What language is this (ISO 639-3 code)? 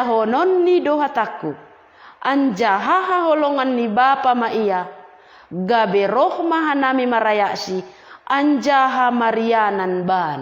bts